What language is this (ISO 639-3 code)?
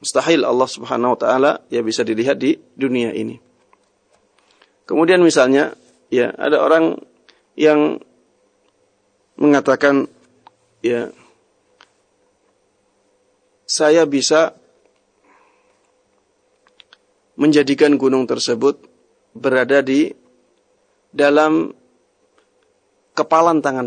ind